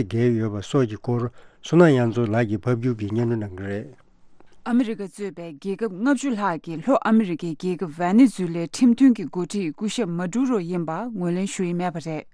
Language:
Tibetan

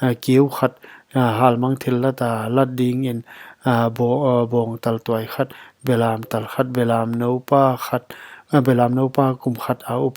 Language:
Paite Chin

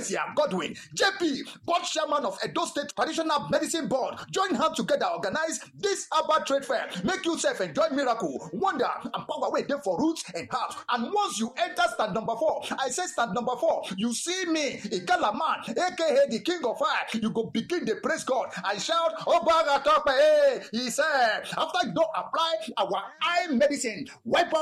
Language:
Nigerian Pidgin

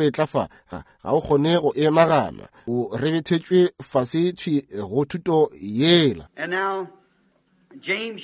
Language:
Northern Sotho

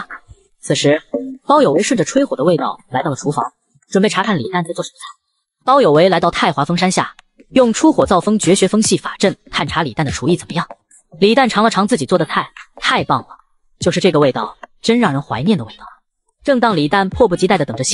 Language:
Chinese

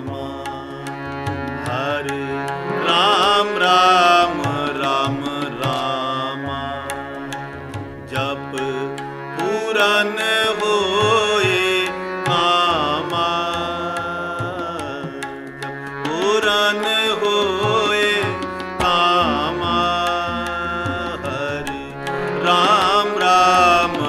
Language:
Hindi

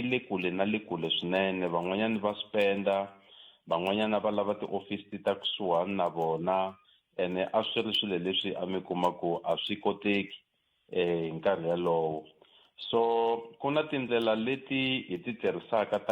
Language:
Tsonga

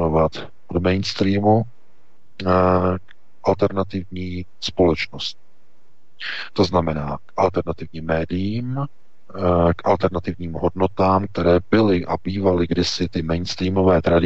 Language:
Czech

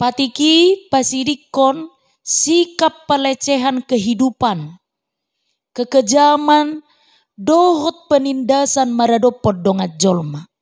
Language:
Batak Toba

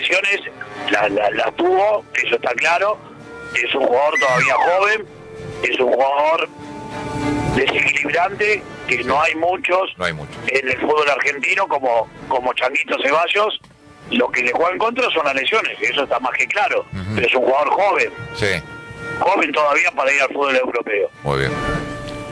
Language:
Spanish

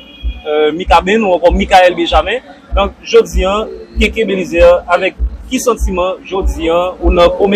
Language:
Haitian Creole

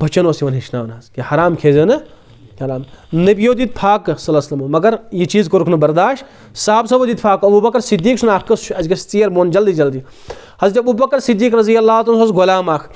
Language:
Kashmiri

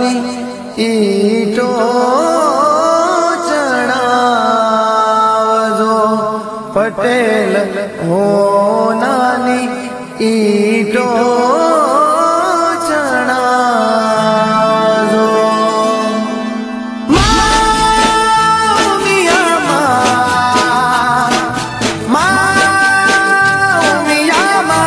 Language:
Gujarati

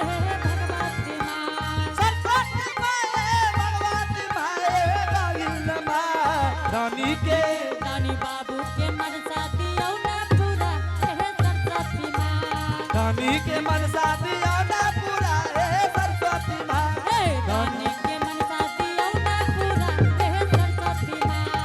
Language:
Angika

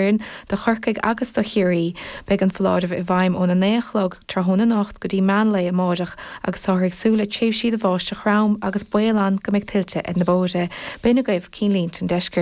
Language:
Irish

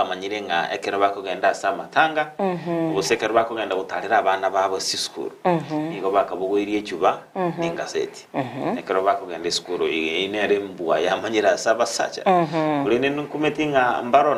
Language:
Gusii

